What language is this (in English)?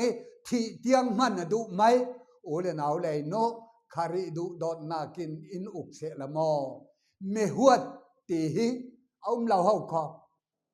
Falam Chin